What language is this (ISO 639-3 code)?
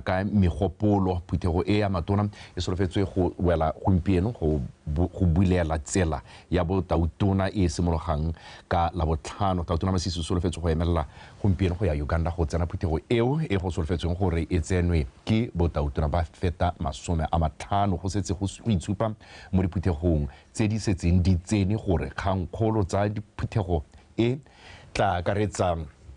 tsn